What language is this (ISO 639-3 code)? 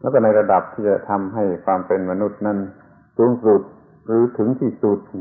tha